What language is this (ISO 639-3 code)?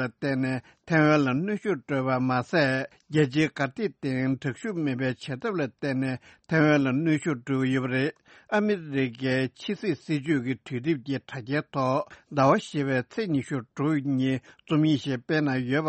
bod